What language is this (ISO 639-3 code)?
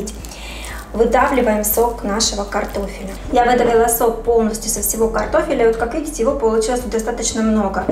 rus